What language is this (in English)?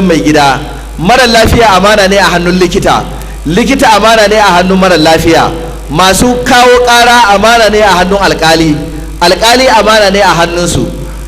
Hausa